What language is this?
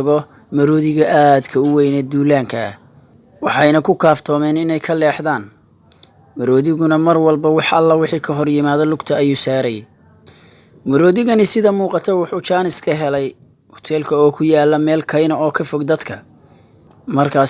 Somali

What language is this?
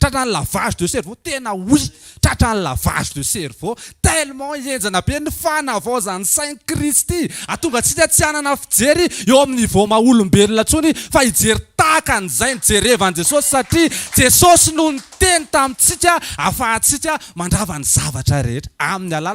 Malagasy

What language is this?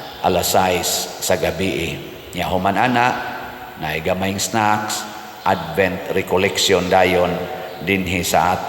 Cebuano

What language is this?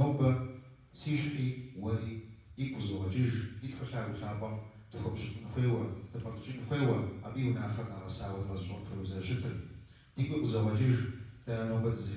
Kabardian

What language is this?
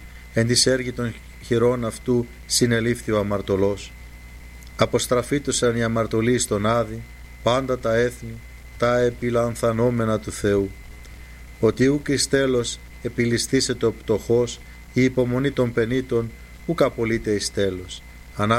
Greek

